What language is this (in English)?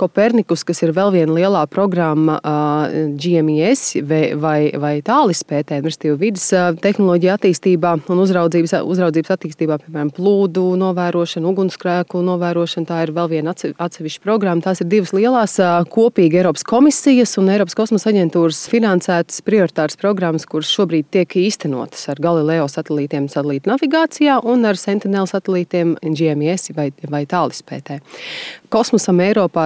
Latvian